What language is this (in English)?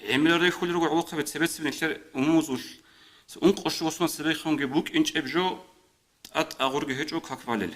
Avaric